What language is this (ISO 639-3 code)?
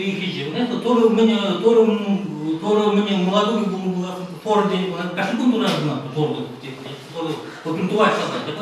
chv